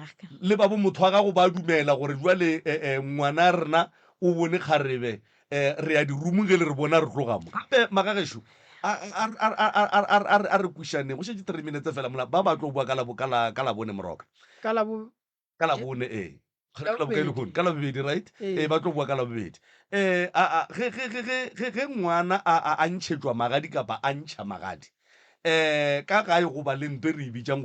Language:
Northern Sotho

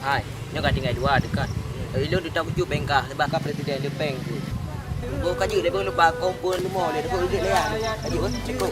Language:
Achinese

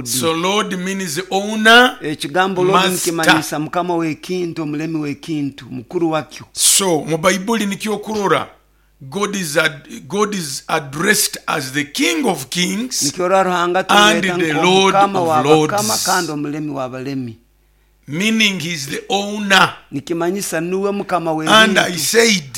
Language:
Nyoro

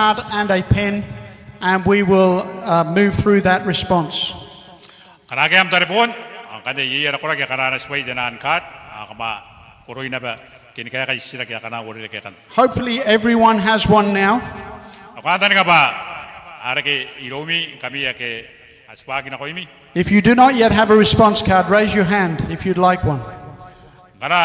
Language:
Gilbertese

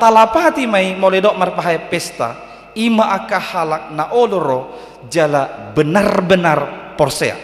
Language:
Batak Toba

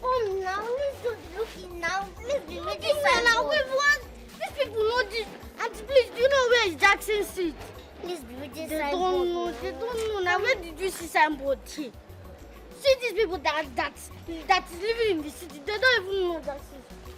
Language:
Nigerian Pidgin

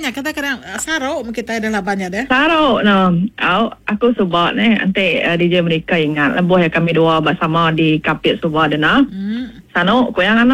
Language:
Iban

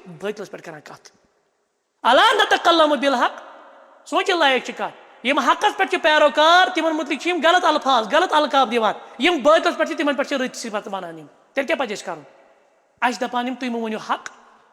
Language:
Kashmiri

